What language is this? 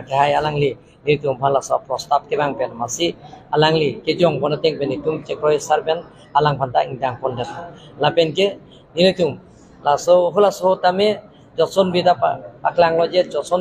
Karbi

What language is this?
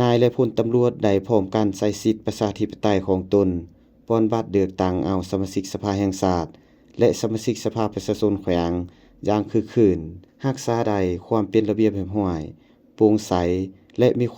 Lao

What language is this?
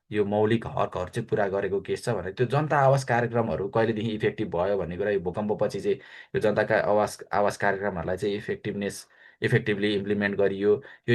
Nepali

